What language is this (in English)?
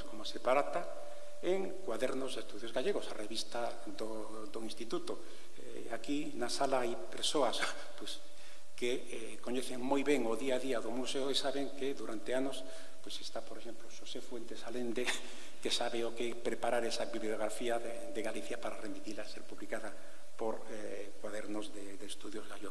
Galician